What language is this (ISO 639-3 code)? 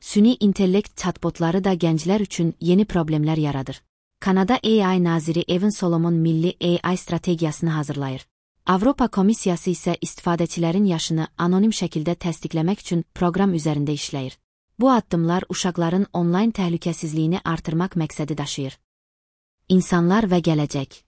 aze